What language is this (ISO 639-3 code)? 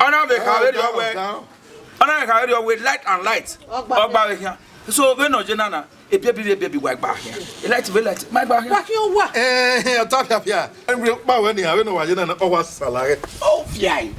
bin